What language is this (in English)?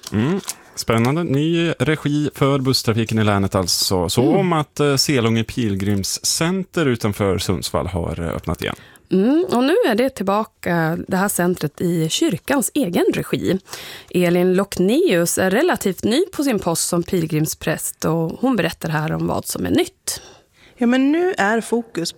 Swedish